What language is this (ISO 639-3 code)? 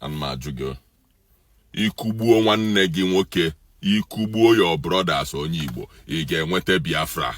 ibo